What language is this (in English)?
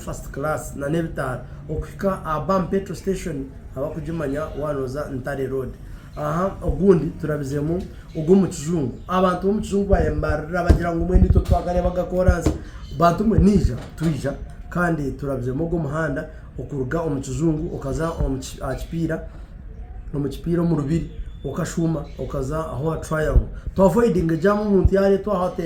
Nyankole